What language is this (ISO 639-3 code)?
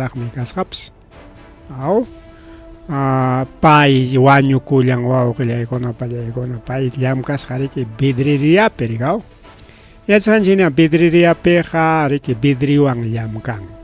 quy